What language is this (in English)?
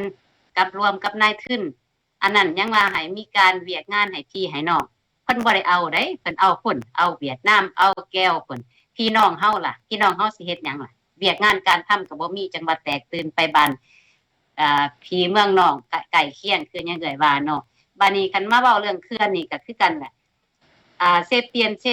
Lao